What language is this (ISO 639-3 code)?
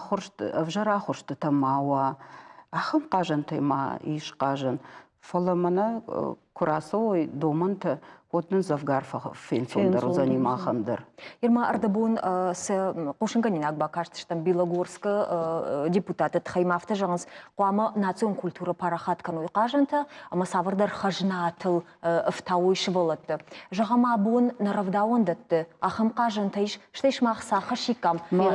oss